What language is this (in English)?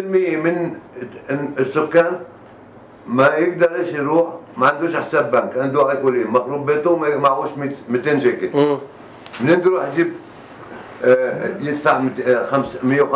North Levantine Arabic